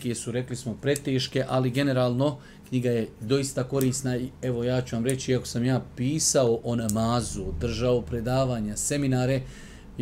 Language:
Bosnian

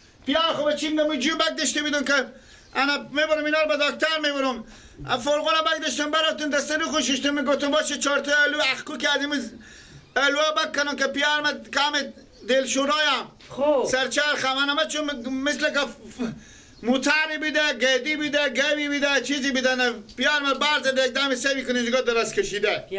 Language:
Persian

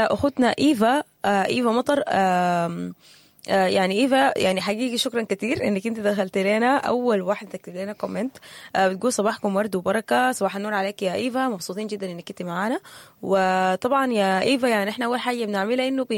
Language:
Sudanese Arabic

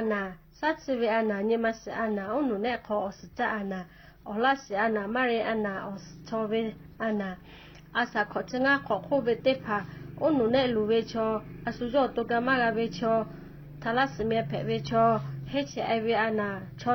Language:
Lahu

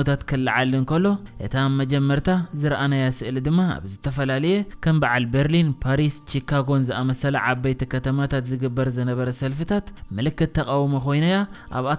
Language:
Tigrinya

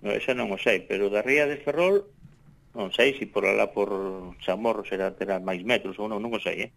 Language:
Galician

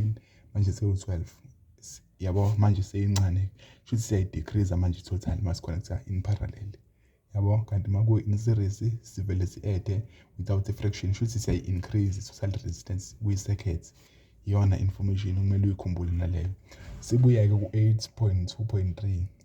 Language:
Zulu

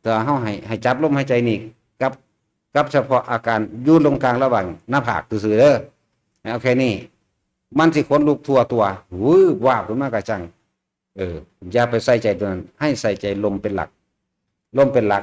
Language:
Northeastern Thai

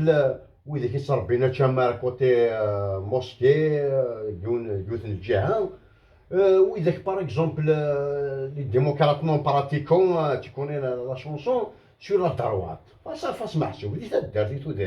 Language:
Kabyle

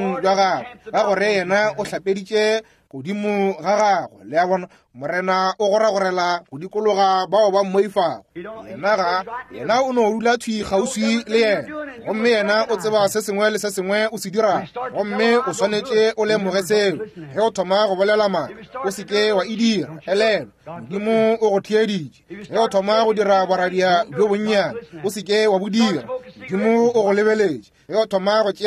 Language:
Northern Sotho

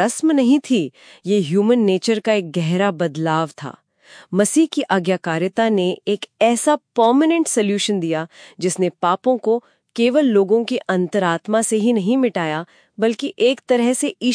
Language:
Hindi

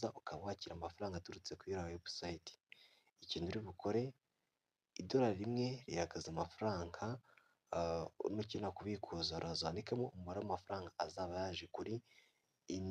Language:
Kinyarwanda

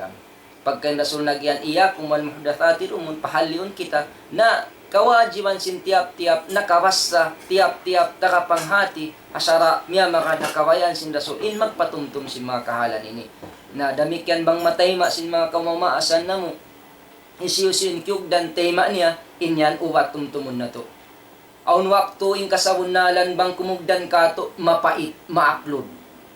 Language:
Tausug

